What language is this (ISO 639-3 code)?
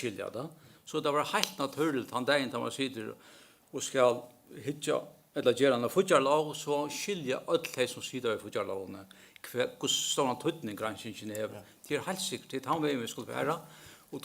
fao